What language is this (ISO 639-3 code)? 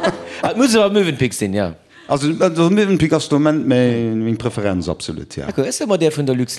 ltz